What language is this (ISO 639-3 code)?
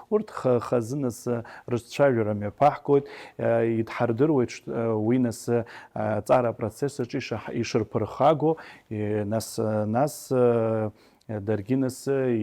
abk